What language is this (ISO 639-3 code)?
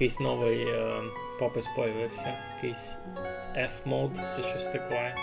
rue